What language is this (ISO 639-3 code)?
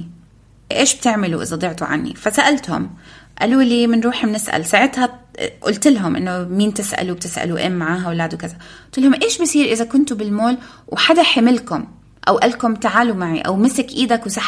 apc